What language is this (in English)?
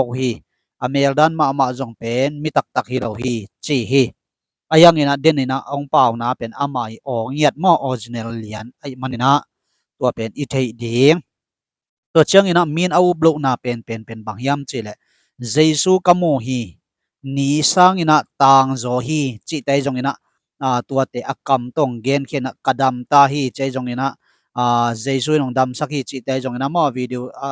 Tedim Chin